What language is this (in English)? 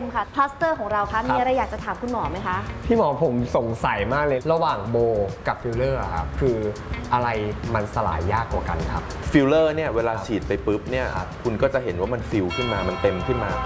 Thai